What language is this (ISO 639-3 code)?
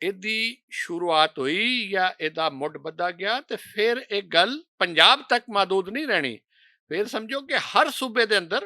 lah